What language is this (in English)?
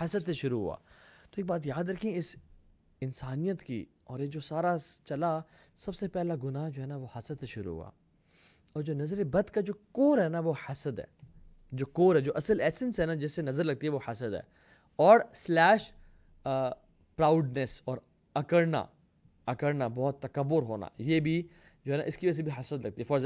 Urdu